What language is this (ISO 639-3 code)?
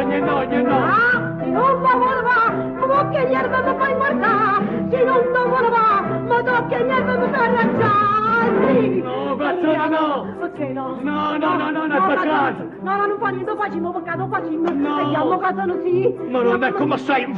nap